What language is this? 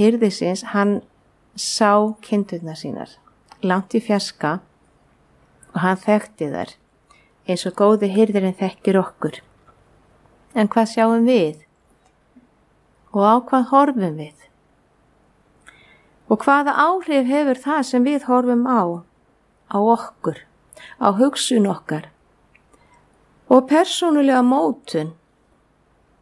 Icelandic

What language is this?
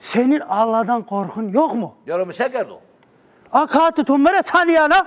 Zaza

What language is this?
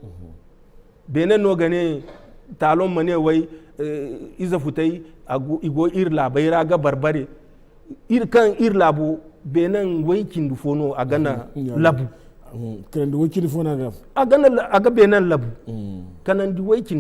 Zarma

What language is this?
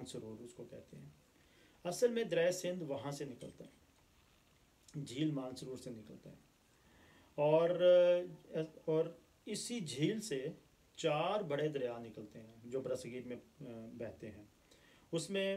Urdu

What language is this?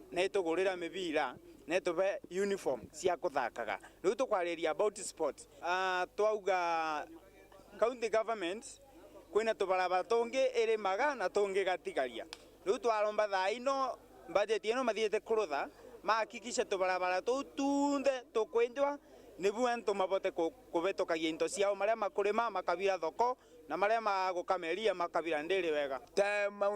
Meru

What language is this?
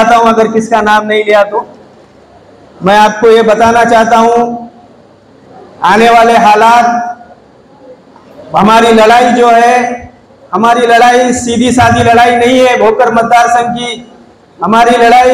Marathi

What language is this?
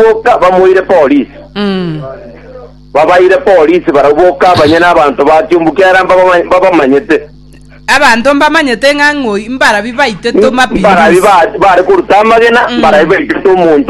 Gusii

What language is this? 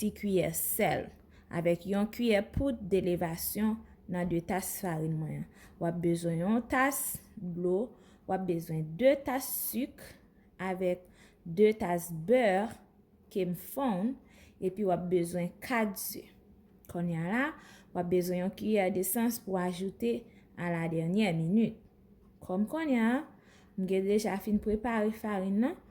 Haitian Creole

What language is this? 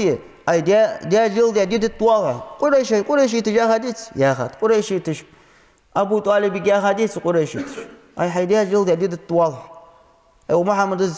Ingush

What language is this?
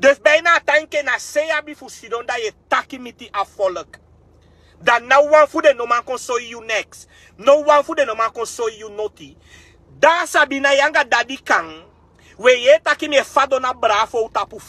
Sranan Tongo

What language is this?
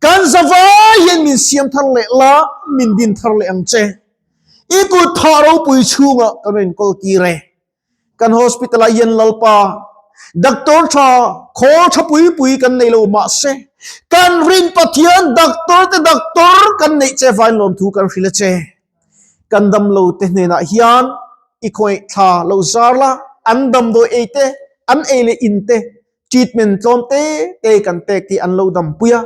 Mizo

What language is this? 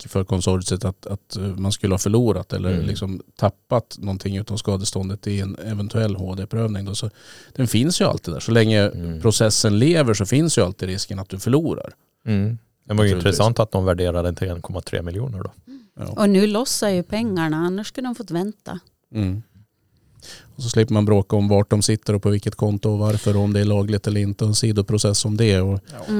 Swedish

